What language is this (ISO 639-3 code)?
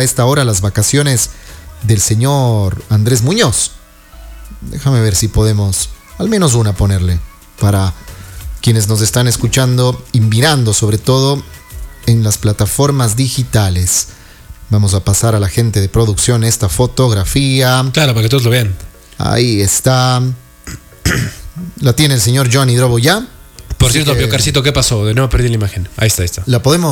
spa